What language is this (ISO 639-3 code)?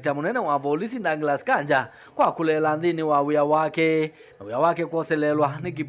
kam